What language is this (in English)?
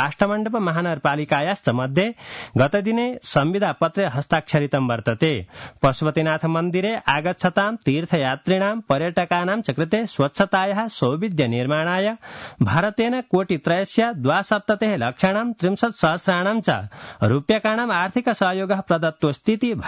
Sanskrit